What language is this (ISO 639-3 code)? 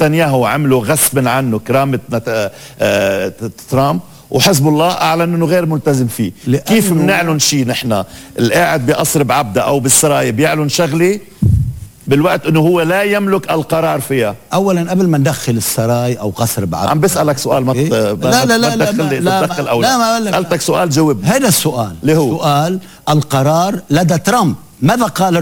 apc